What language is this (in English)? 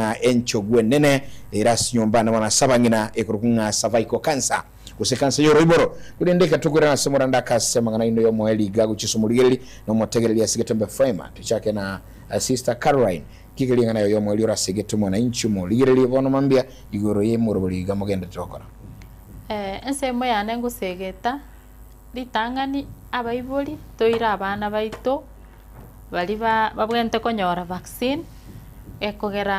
Gusii